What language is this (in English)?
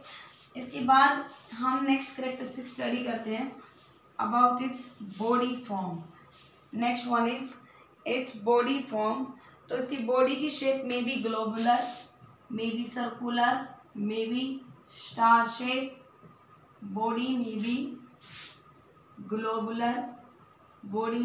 Hindi